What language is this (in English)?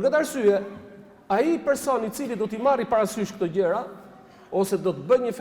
Albanian